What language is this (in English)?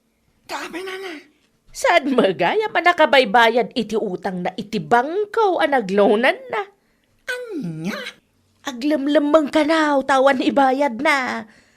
Iloko